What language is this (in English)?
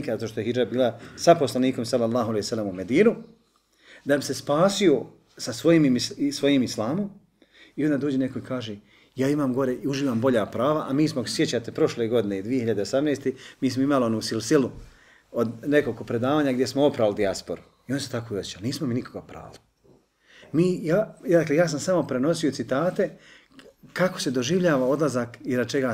Bosnian